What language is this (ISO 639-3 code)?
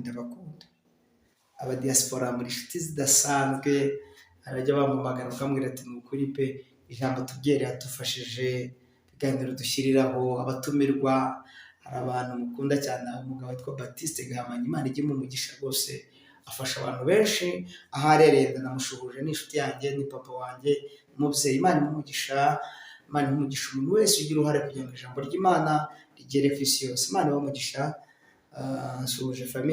kin